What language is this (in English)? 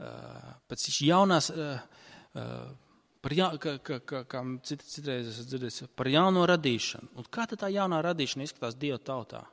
Latvian